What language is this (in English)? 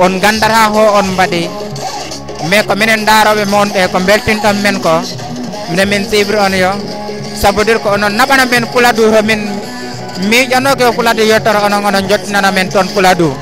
Fula